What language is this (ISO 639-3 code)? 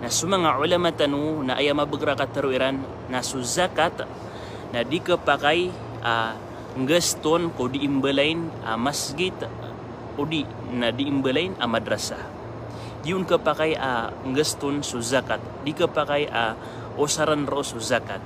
mrw